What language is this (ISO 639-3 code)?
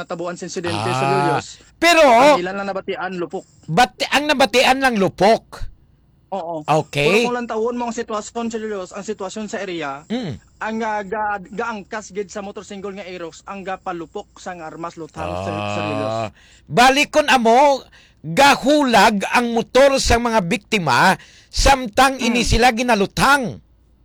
hil